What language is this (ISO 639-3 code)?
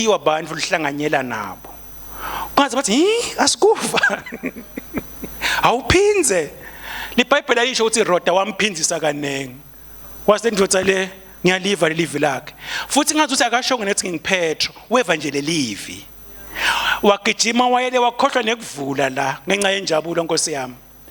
ssw